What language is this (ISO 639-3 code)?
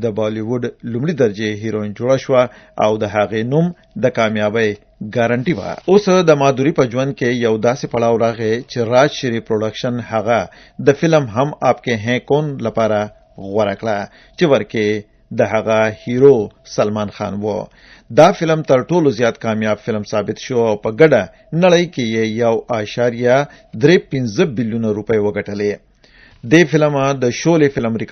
pus